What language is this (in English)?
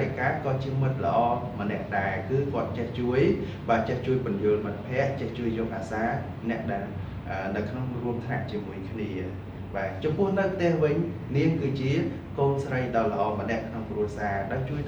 Khmer